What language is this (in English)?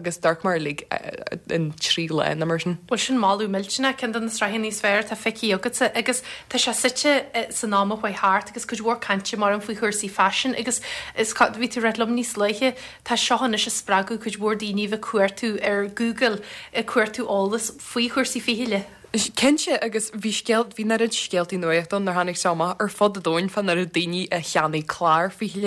Irish